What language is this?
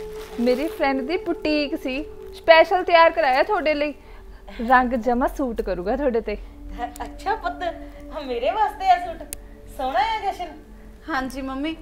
Punjabi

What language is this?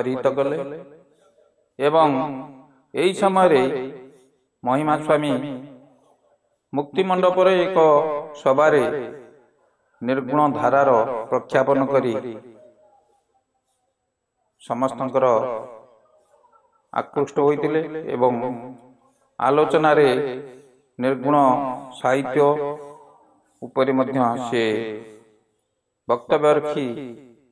Odia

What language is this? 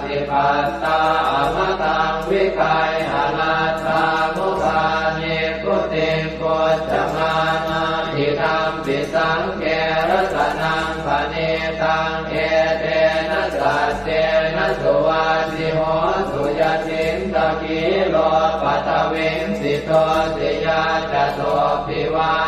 Pali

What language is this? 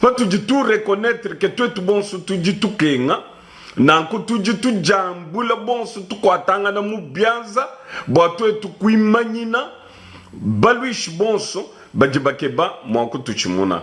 Luba-Lulua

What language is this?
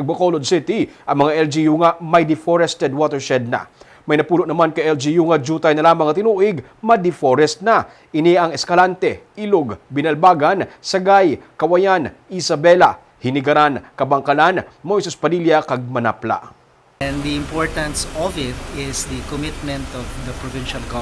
Hiligaynon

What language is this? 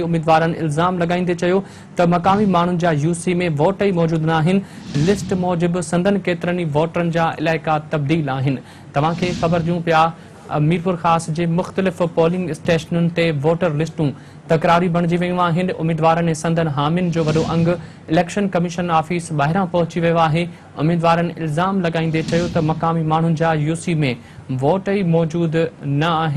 Sindhi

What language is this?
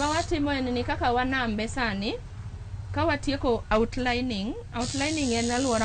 Luo (Kenya and Tanzania)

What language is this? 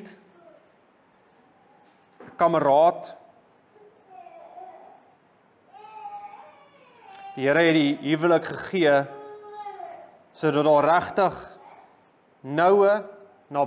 Afrikaans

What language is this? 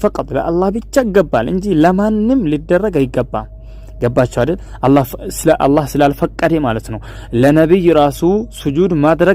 Amharic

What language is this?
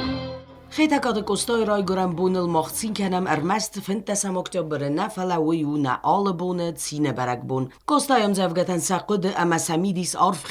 Ossetic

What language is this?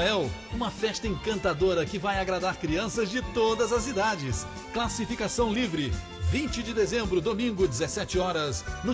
Portuguese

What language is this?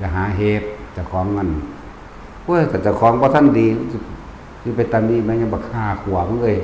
Northeastern Thai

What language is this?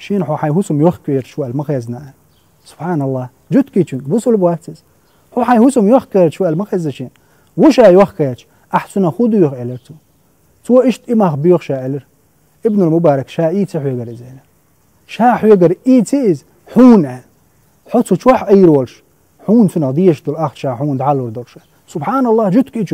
Chechen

